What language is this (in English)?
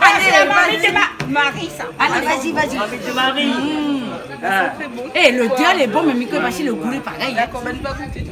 Réunion Creole French